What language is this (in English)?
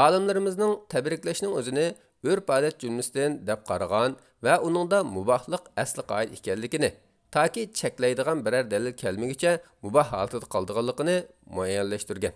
Uyghur